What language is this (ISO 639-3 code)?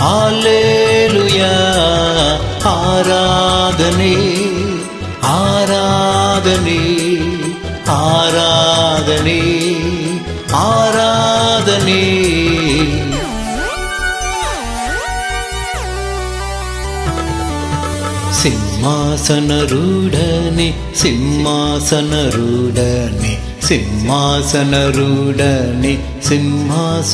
kan